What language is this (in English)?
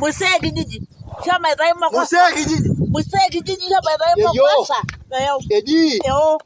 Masai